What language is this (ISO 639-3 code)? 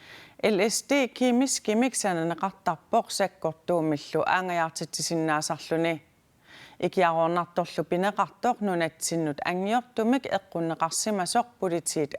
kal